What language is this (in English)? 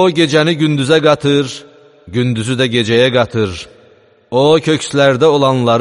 Azerbaijani